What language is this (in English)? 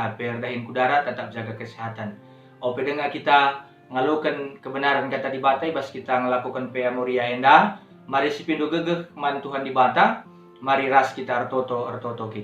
Batak Karo